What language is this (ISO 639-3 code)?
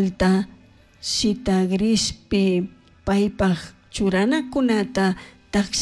qug